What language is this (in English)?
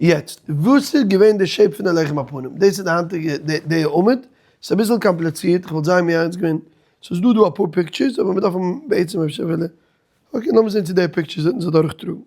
Yiddish